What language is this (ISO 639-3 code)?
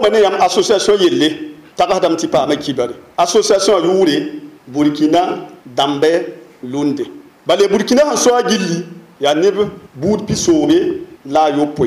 mos